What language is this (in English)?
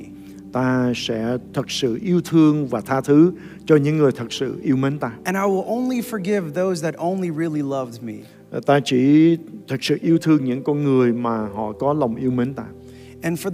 Vietnamese